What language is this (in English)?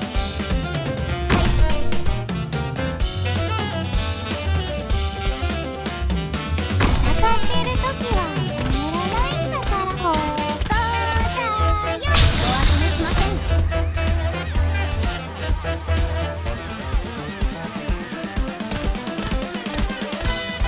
Japanese